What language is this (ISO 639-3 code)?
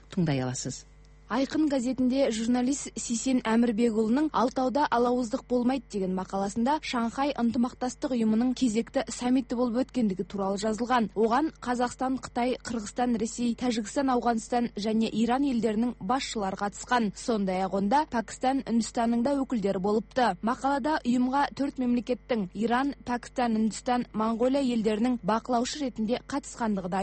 kaz